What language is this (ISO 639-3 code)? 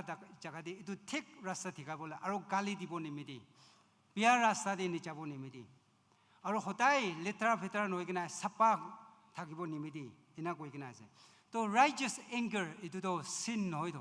nag